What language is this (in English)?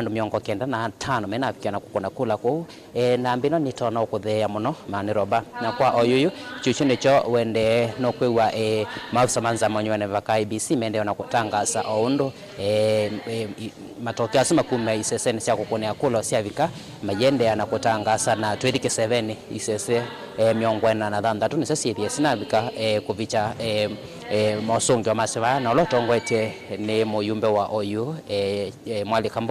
Kamba